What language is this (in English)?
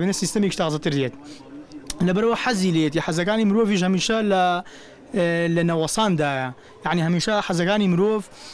Central Kurdish